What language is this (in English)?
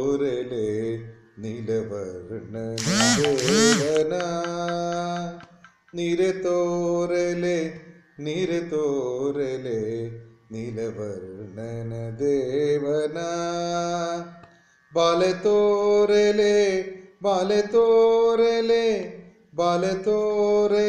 Kannada